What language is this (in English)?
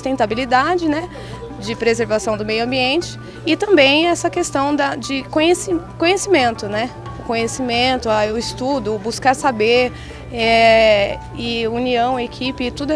Portuguese